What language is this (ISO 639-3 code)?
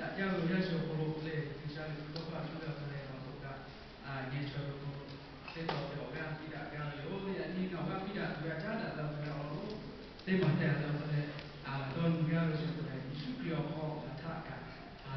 lhu